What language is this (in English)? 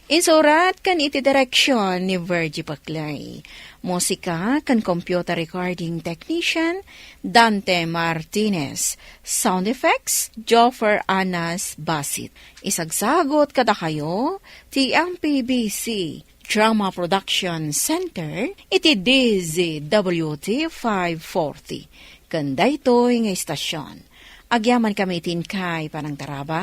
Iloko